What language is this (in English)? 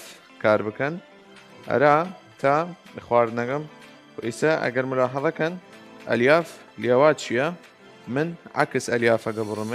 Southern Kurdish